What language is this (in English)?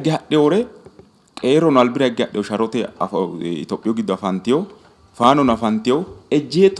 Sidamo